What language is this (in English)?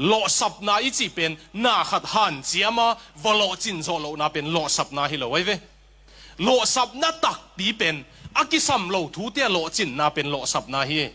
Tedim Chin